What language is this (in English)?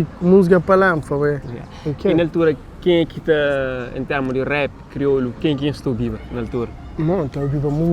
Kabuverdianu